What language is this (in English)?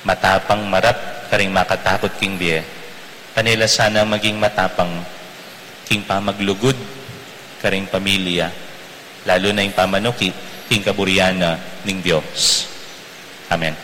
Pampanga